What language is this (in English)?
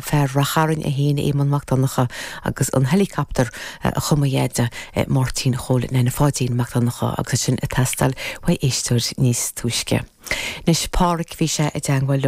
Irish